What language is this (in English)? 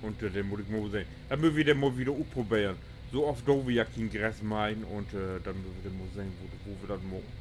Low German